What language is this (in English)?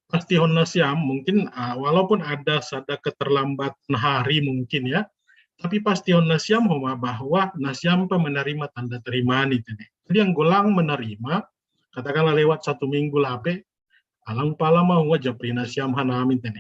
Batak Simalungun